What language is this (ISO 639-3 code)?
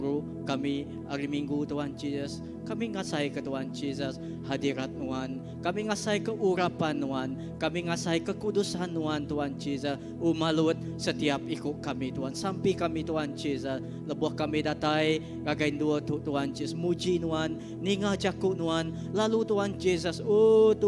iba